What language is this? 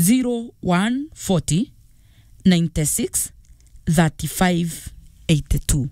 Meru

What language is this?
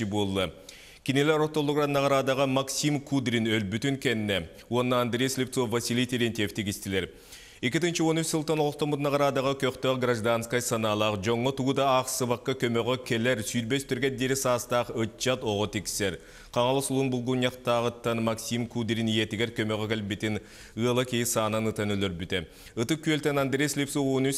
Yakut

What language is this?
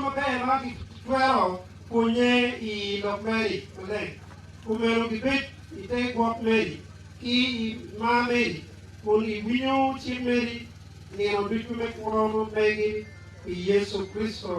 Acoli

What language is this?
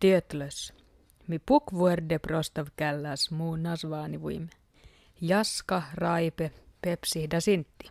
Skolt Sami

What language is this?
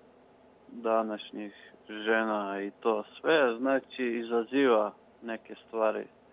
Croatian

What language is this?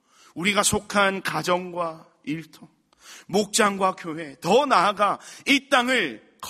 Korean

